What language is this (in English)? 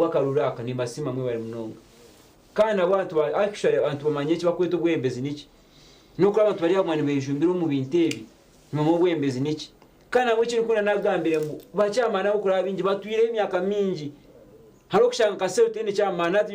Nyankole